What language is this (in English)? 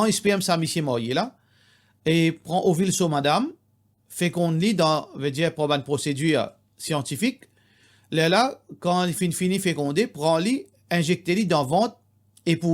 Morisyen